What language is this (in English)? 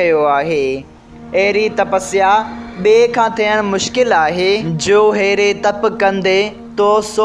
Sindhi